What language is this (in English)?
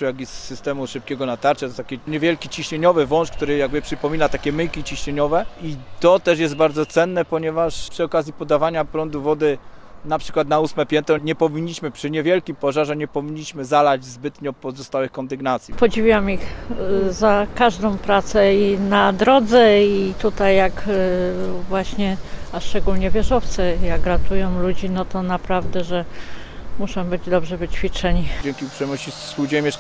Polish